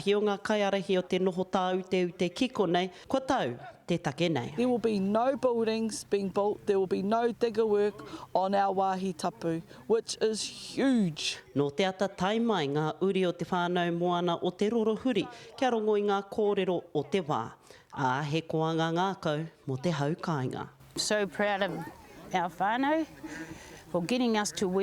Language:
Māori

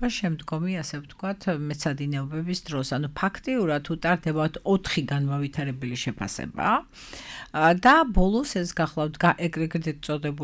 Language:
Georgian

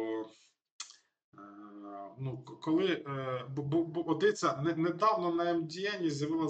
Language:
Ukrainian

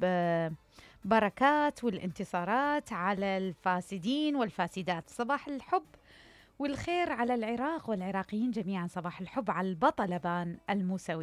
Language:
Mesopotamian Arabic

